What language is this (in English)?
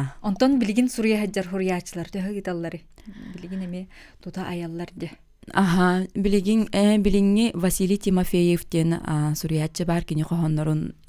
Yakut